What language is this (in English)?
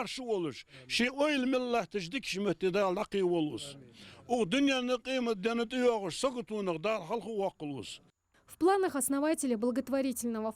Ingush